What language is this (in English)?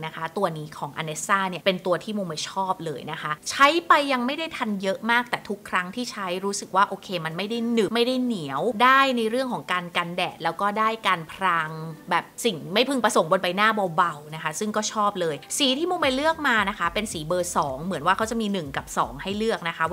Thai